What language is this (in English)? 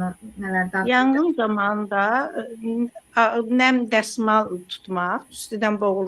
Azerbaijani